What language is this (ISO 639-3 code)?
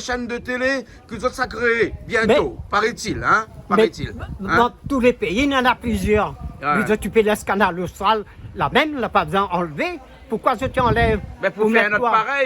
rcf